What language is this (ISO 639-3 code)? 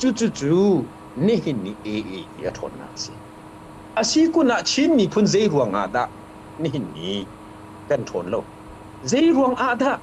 cfm